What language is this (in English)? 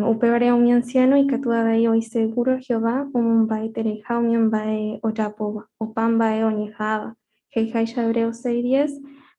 Guarani